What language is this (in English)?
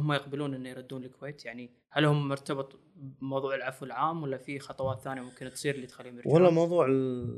Gulf Arabic